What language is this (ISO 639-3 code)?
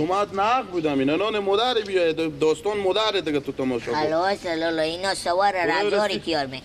fas